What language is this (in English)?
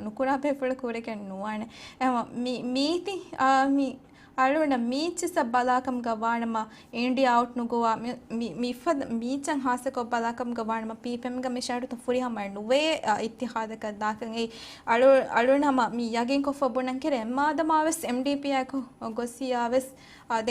Divehi